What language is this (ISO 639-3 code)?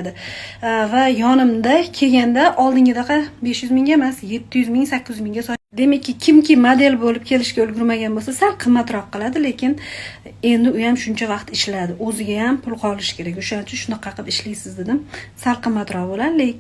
uzb